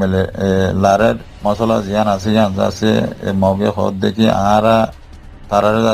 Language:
Rohingya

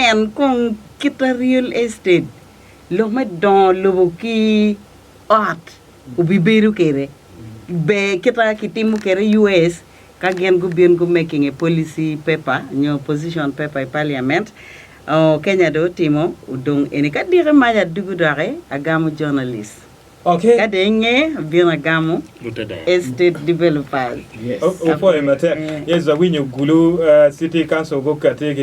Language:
Acoli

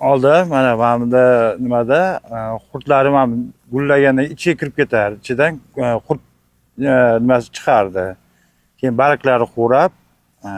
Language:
Uzbek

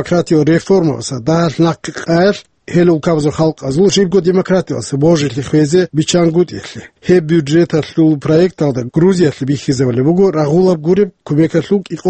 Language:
Avaric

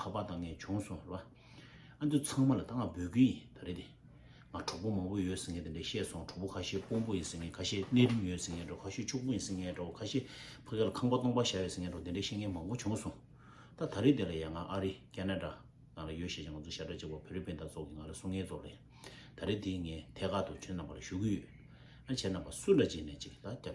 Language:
Tibetan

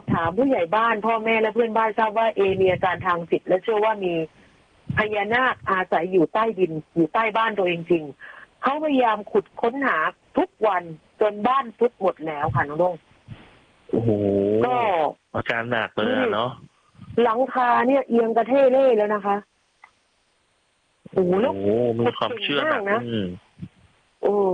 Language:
Thai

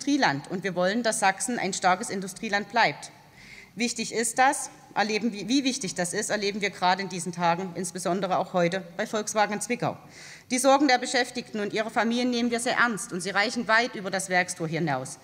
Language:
German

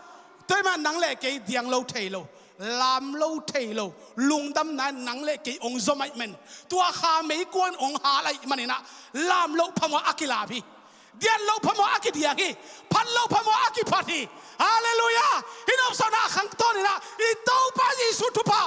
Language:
Tedim Chin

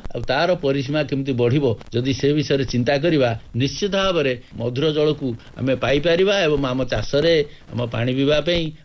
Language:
Odia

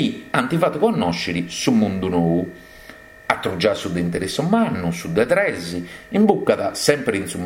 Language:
Sardinian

